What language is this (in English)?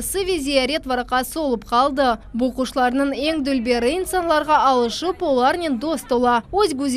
Crimean Tatar